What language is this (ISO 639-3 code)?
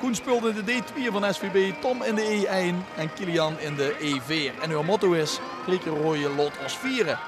lim